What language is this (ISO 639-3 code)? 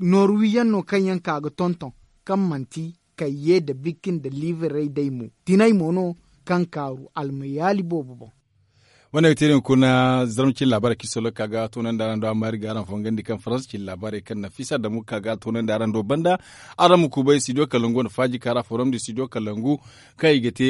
dje